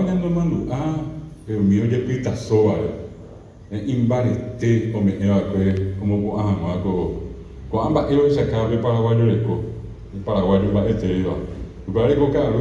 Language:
Guarani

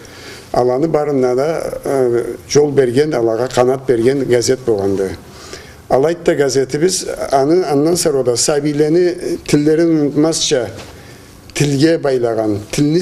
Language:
Karachay-Balkar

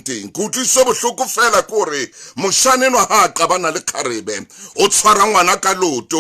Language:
Southern Sotho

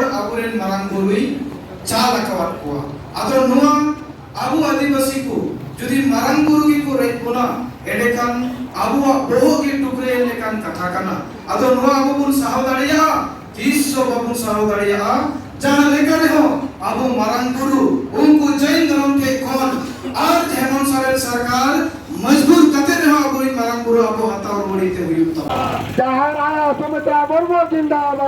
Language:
Santali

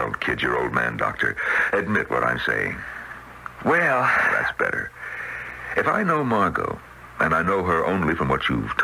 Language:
English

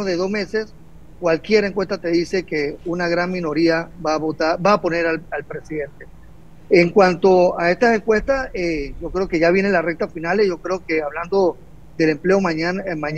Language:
Spanish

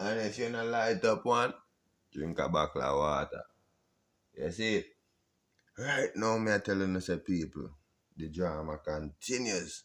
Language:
Jamaican Creole English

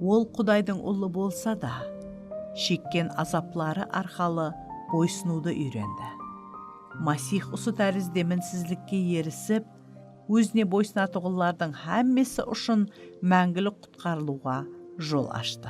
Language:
Kara-Kalpak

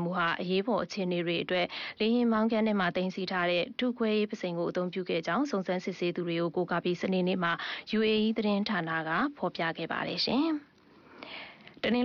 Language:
Burmese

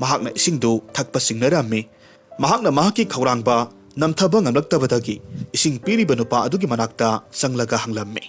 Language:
Manipuri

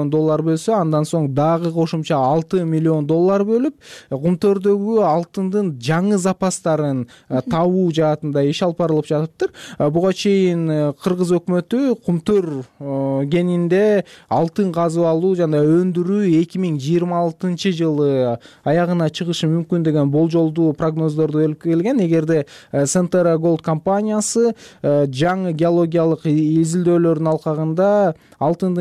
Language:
Kyrgyz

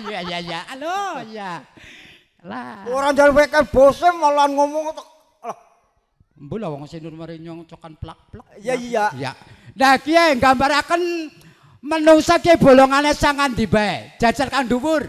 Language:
Javanese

